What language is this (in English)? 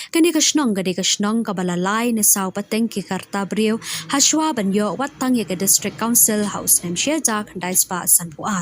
Khasi